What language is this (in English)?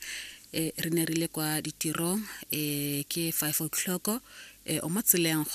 Tswana